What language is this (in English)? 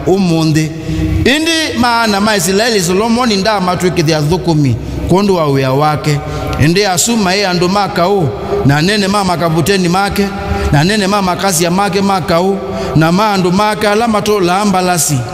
Kamba